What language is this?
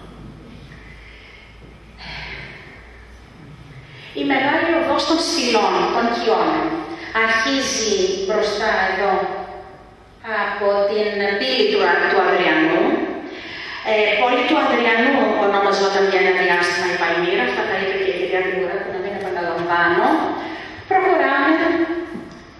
Greek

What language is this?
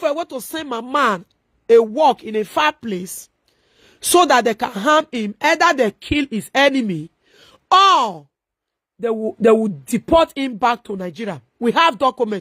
Nigerian Pidgin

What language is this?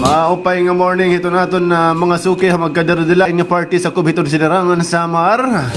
Waray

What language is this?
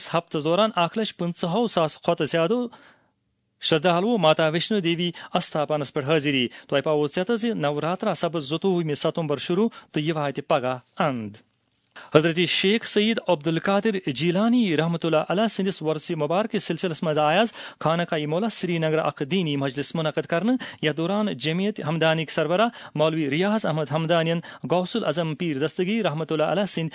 Kashmiri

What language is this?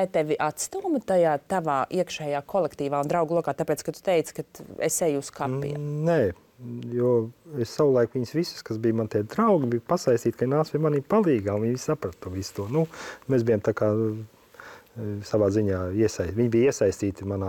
Latvian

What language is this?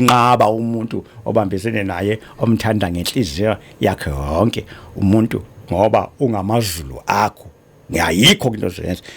Zulu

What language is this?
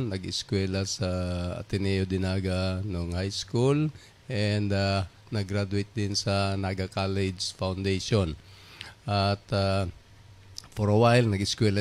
Bikol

